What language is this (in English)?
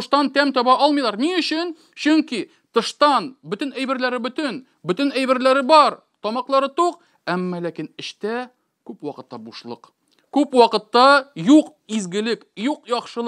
Tatar